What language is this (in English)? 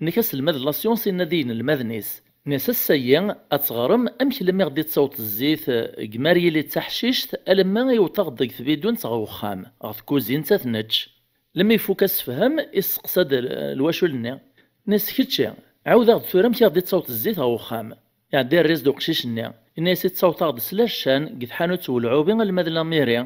Kabyle